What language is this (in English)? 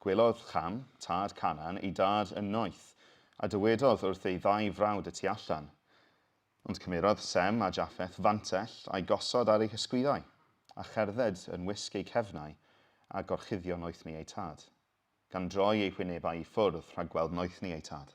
Welsh